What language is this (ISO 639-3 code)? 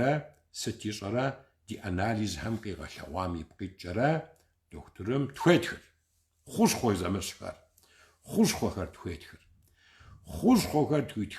kbd